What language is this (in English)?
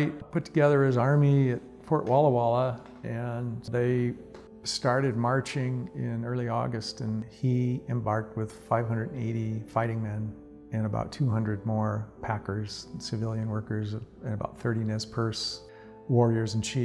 English